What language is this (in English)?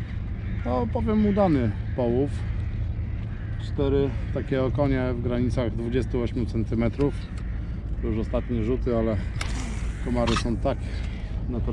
Polish